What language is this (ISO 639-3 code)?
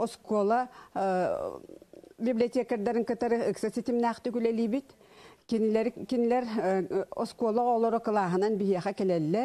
sah